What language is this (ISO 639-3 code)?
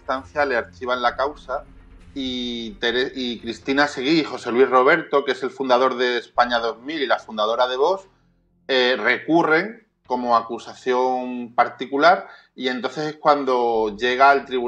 spa